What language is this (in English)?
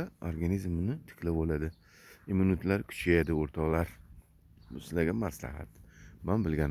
Uzbek